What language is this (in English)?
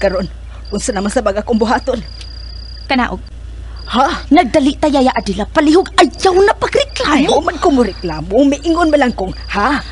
Cebuano